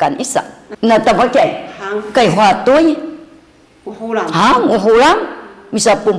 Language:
Sakizaya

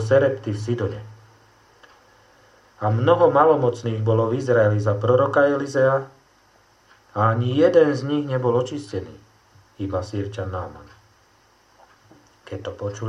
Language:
Slovak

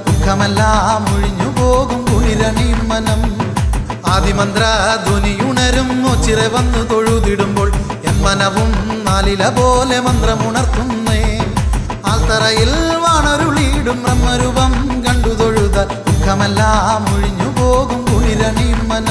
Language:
Malayalam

